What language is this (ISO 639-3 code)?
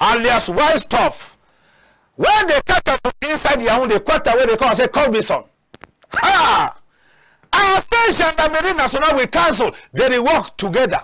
wes